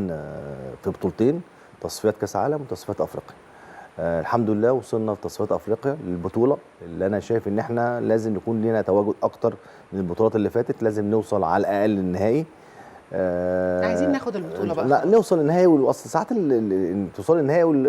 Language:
Egyptian Arabic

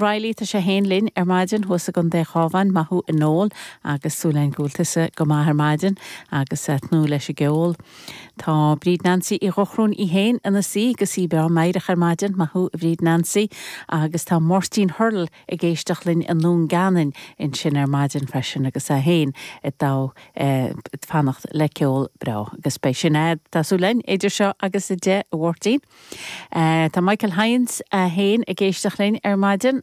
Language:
Irish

